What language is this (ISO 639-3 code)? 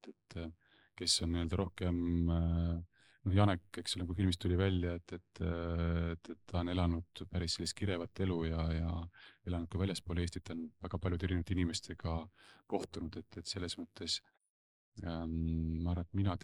est